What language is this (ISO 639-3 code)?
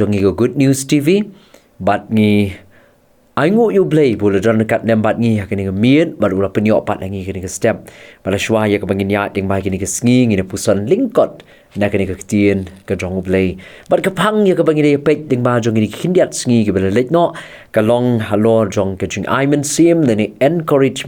kha